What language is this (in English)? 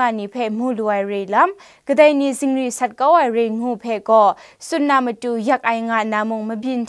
Kachin